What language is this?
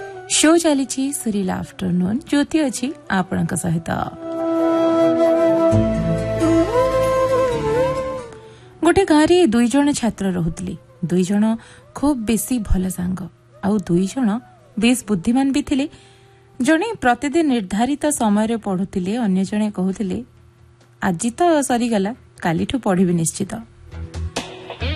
Odia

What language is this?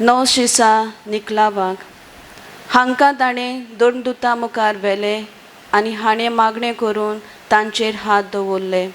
Konkani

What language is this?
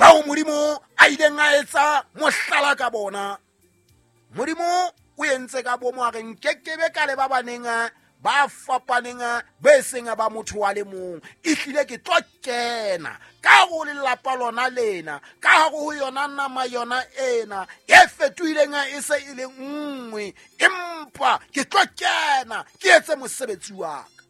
Southern Sotho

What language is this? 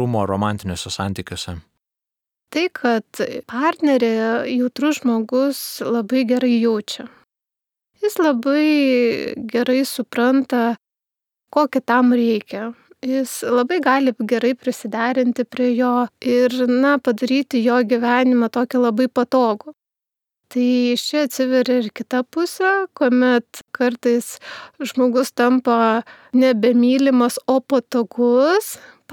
Lithuanian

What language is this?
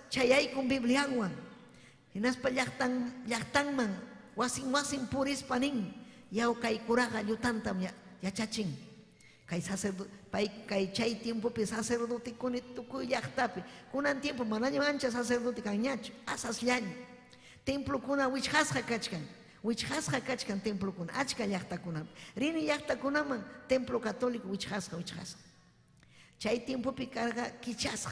Ayacucho Quechua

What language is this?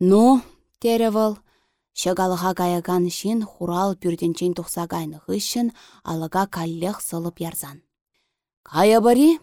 Chuvash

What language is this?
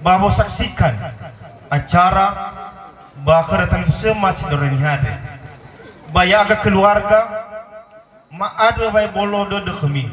Nias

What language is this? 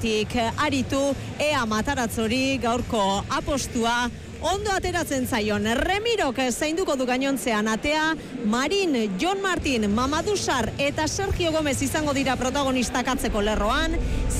Basque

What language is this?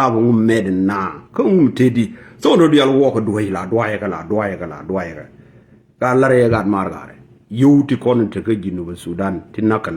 Nuer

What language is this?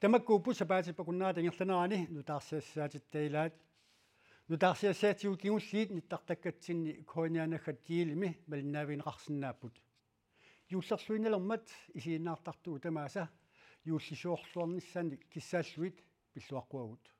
Kalaallisut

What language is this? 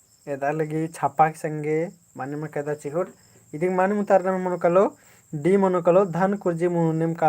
Kurukh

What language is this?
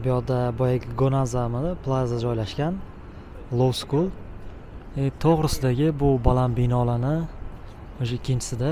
Uzbek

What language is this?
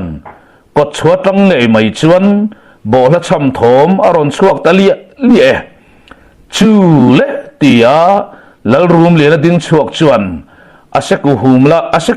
Mizo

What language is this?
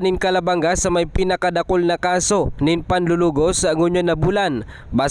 Bikol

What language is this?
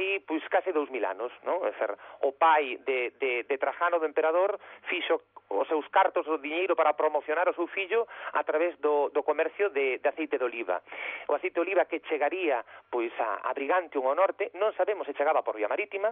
Galician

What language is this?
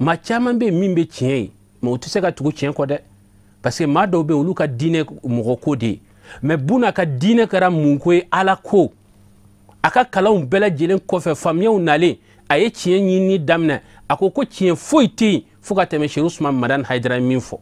Bambara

